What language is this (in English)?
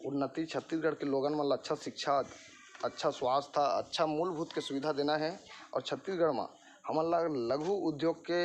Chhattisgarhi